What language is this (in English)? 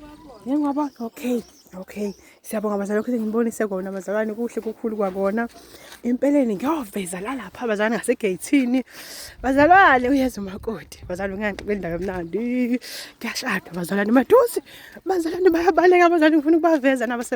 Zulu